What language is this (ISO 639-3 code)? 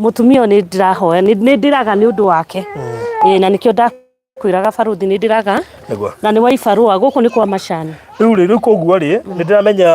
kik